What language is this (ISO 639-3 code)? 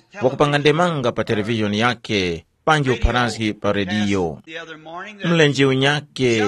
tum